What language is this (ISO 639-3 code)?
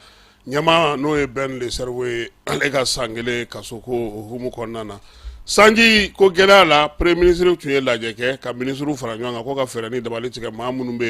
bam